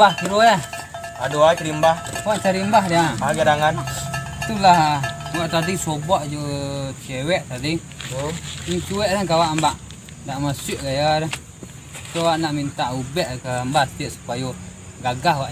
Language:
Minangkabau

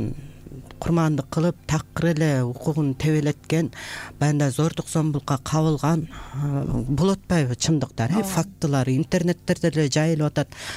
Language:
Kyrgyz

